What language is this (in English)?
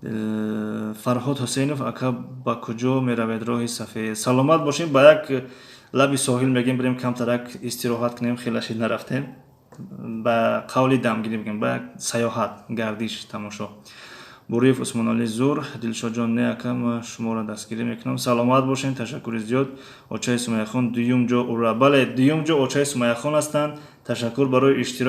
Tajik